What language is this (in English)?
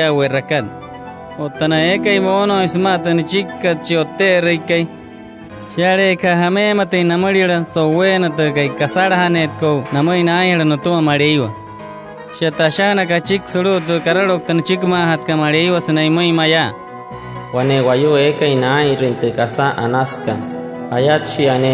Wayuu